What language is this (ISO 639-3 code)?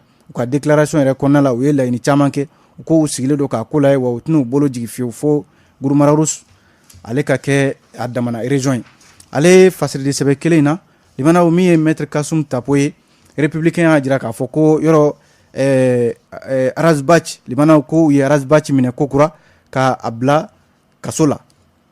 bam